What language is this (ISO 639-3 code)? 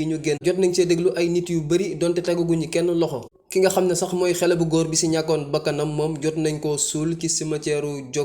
wol